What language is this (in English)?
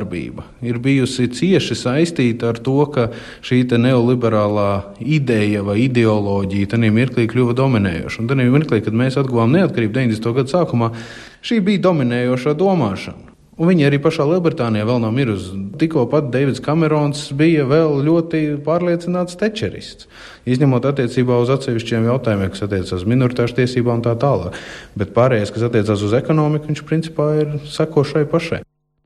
Latvian